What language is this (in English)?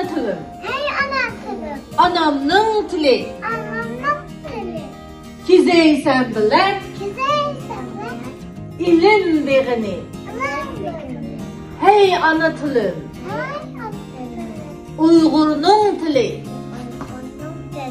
Uyghur